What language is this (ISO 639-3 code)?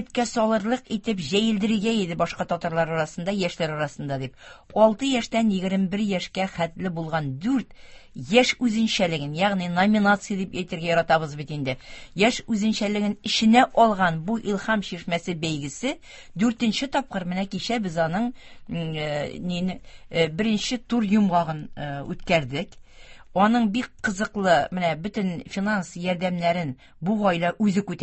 tat